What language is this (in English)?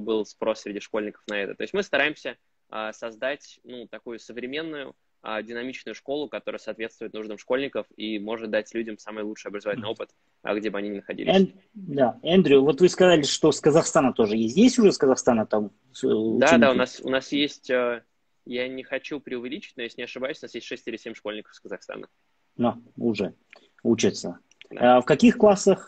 Russian